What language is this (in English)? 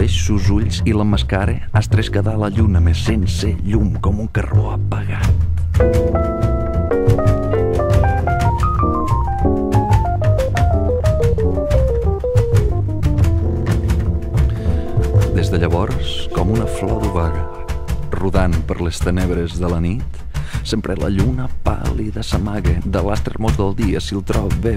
Catalan